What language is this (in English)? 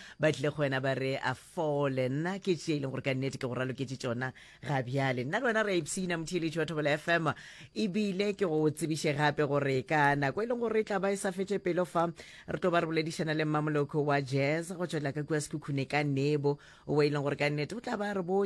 Northern Sotho